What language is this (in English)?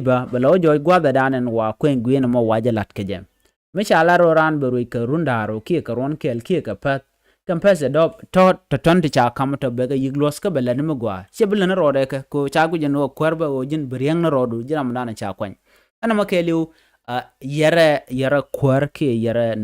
Nuer